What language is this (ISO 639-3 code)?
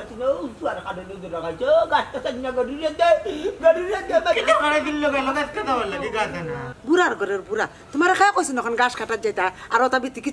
syl